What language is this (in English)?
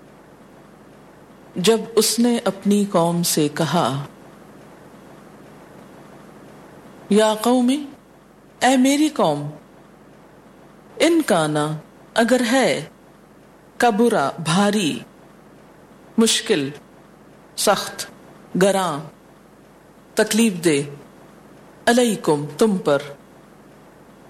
Urdu